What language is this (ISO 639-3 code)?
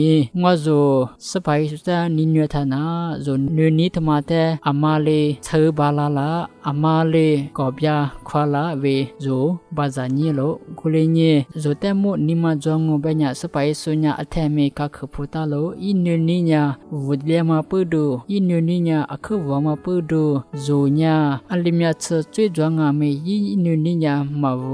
lis